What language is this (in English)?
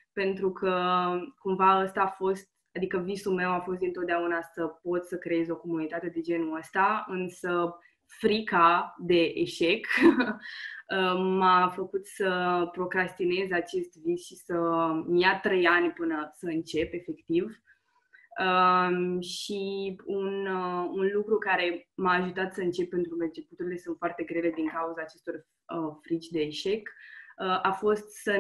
Romanian